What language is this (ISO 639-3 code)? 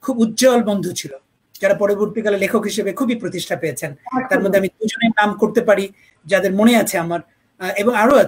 ben